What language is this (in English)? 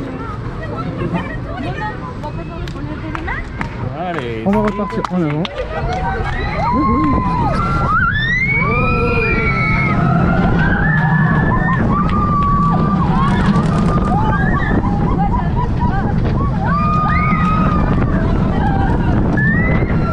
French